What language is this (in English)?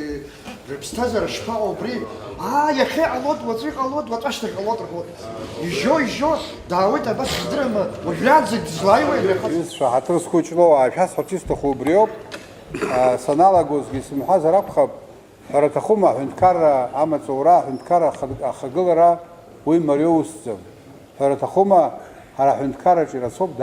Abkhazian